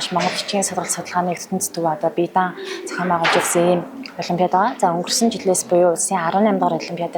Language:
Mongolian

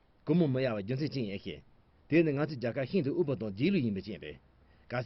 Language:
Tibetan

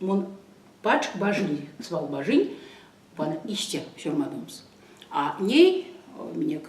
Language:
Erzya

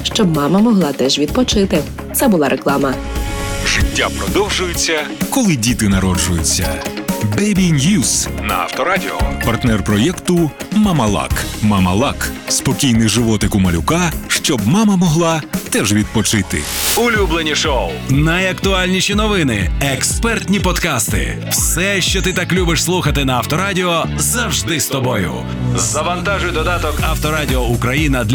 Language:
Ukrainian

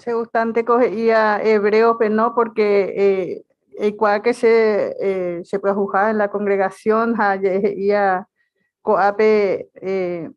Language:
Guarani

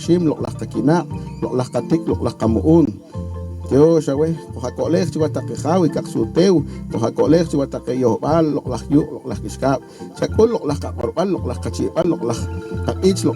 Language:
Poqomchi'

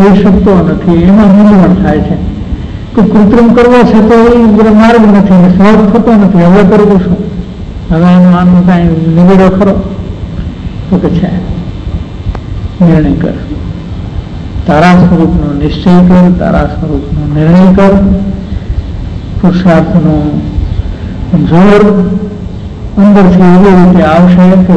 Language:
Gujarati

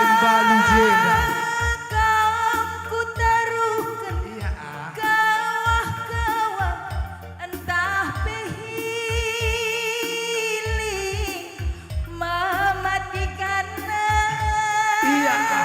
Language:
Batak Karo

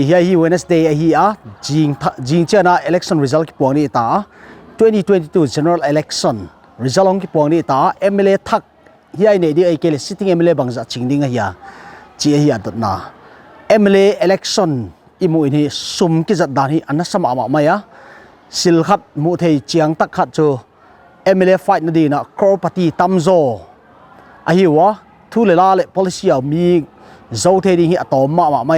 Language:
Paite Chin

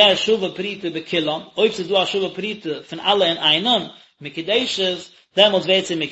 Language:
Yiddish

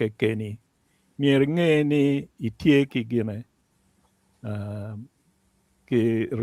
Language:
Acoli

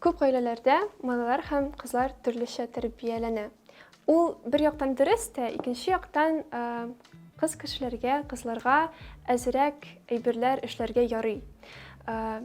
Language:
Tatar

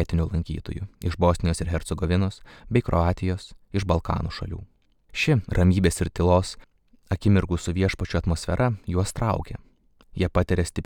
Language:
Lithuanian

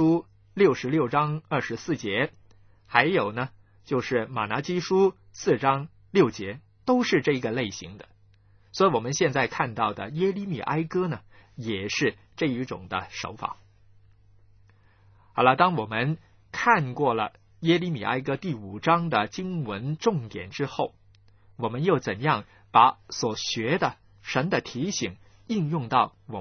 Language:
Chinese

